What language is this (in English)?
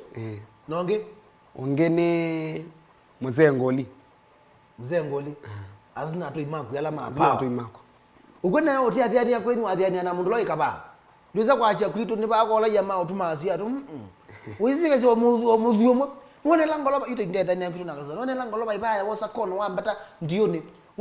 Kamba